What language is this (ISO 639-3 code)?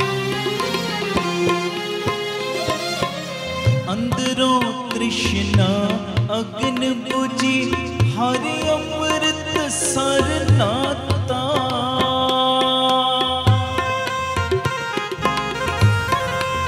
pan